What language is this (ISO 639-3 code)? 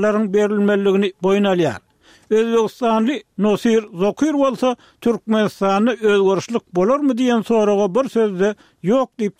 tuk